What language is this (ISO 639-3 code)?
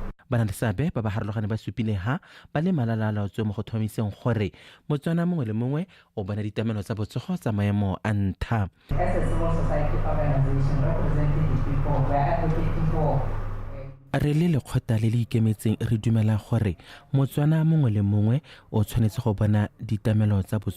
tsn